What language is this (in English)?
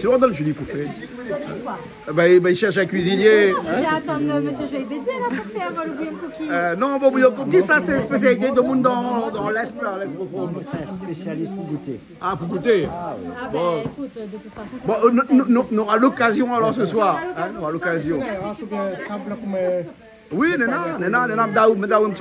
Réunion Creole French